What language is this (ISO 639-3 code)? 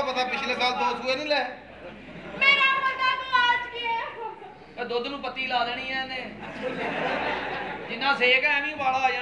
pan